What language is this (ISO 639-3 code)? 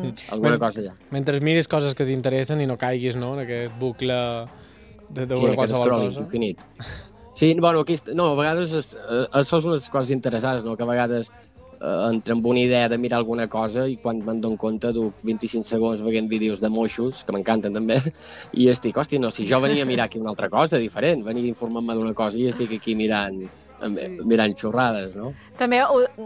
cat